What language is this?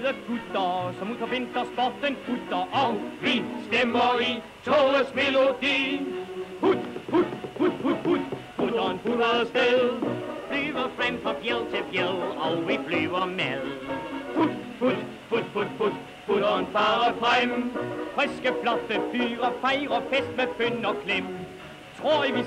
Danish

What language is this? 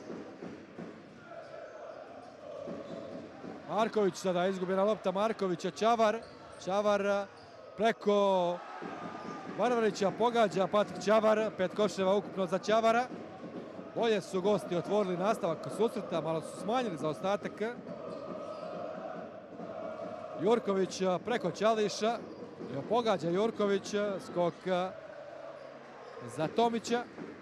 Croatian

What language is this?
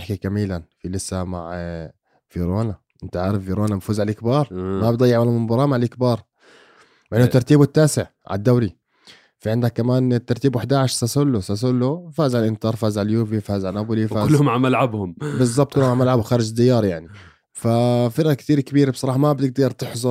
North Levantine Arabic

